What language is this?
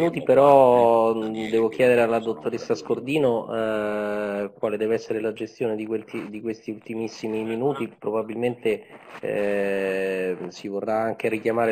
Italian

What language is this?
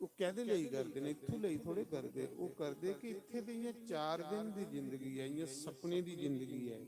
Dogri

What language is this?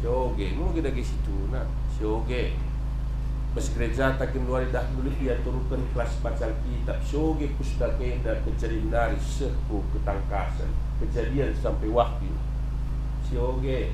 Batak Karo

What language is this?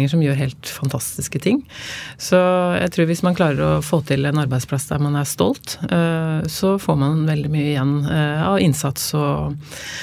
Norwegian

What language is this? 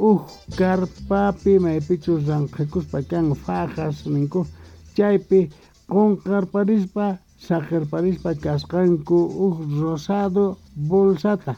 South Bolivian Quechua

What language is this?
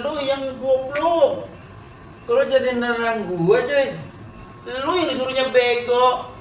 Betawi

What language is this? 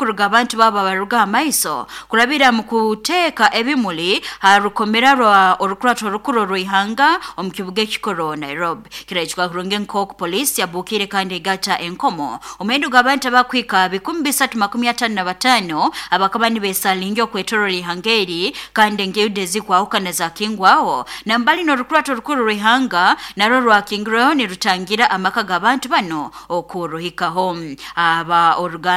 Nyoro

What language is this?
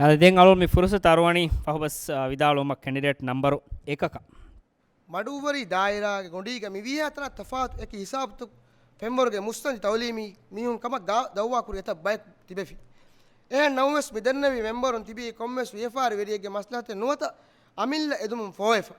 Divehi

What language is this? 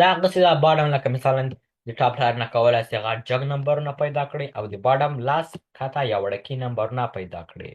Pashto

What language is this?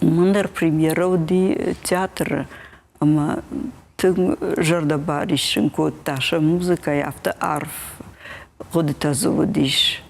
Ossetic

